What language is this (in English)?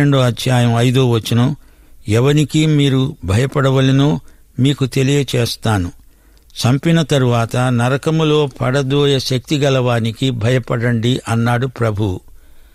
Telugu